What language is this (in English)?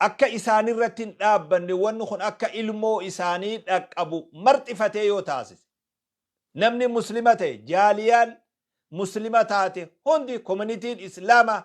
Oromo